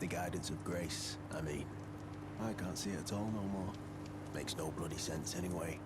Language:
Shan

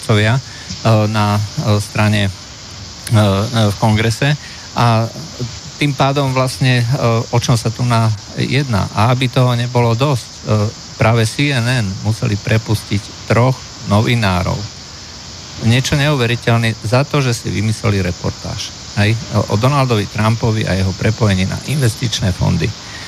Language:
Slovak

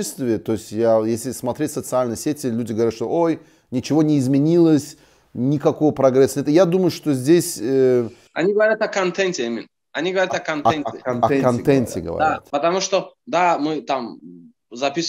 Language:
Russian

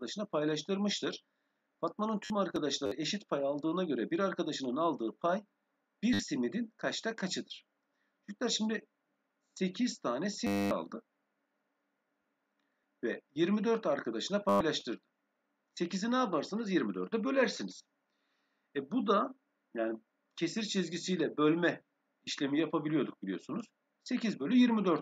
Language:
Turkish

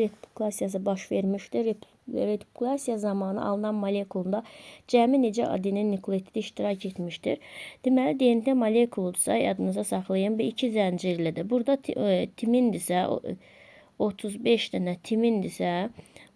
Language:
Azerbaijani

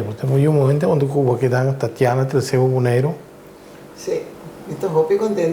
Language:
Papiamento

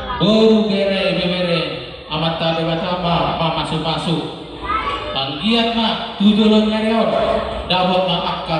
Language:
Batak Toba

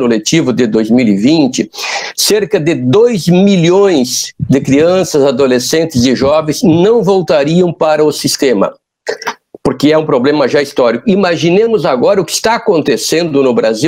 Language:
Portuguese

